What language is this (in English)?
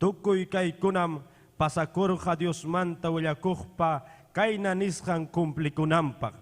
Ayacucho Quechua